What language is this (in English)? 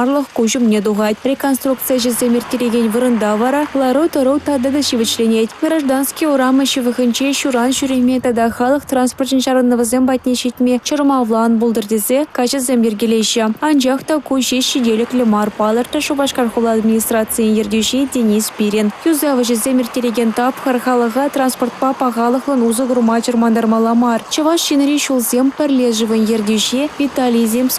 Chuvash